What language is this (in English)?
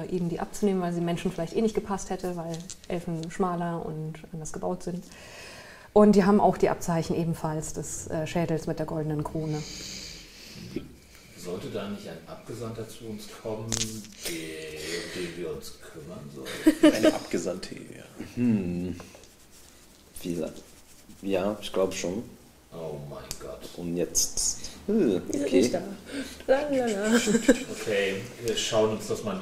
German